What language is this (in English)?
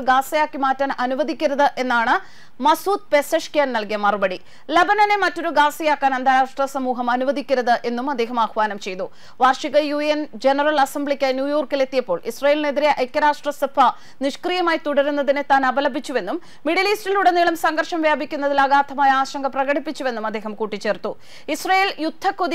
Malayalam